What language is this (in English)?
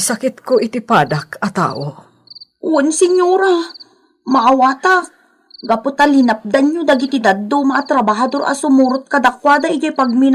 Iloko